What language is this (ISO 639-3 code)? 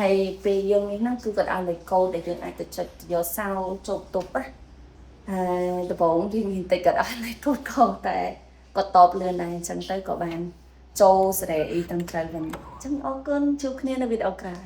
khm